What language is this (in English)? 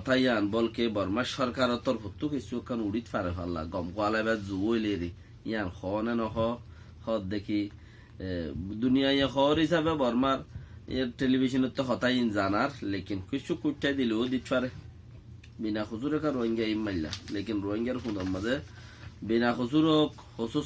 Rohingya